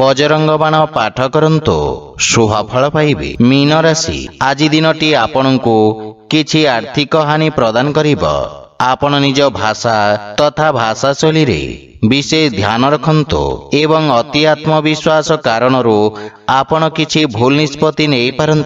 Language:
Odia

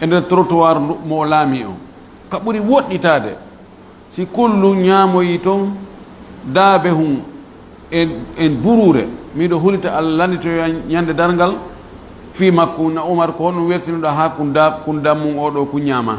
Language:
Fula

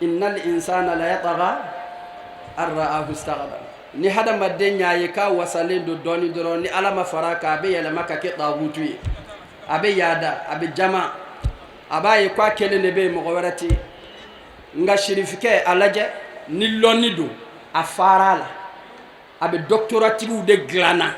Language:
Bambara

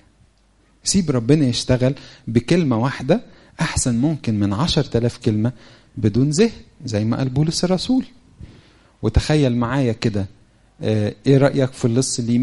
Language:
Egyptian Arabic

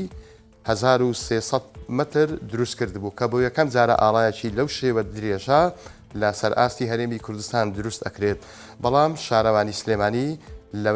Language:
Central Kurdish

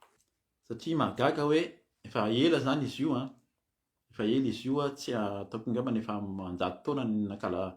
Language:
Malagasy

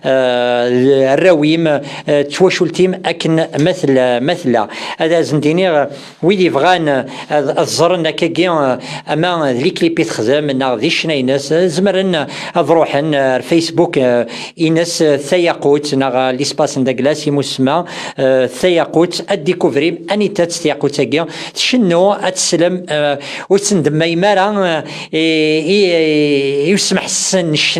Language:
Kabyle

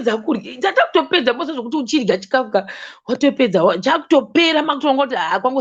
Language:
Shona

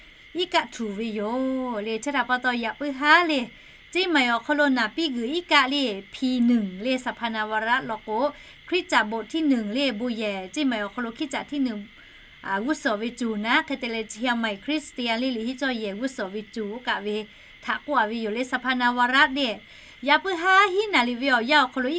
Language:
Lahu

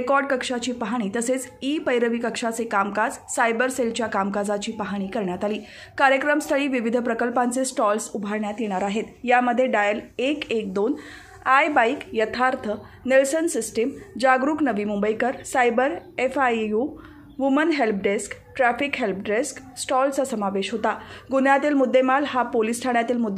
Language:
Marathi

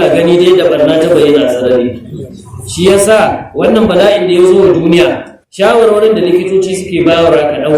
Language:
Hausa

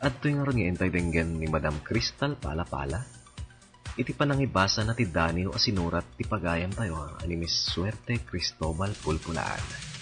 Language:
Iloko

